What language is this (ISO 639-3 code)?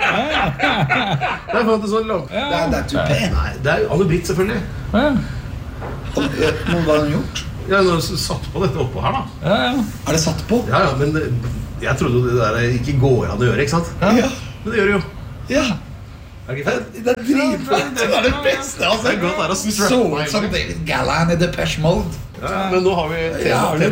nor